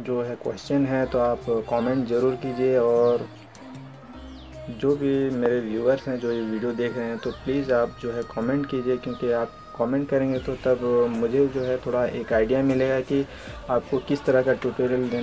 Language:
Hindi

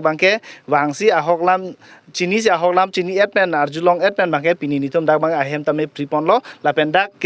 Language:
Karbi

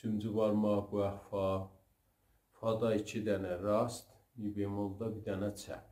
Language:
South Azerbaijani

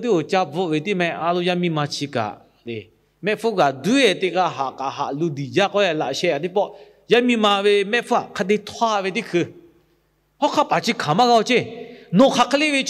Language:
Lahu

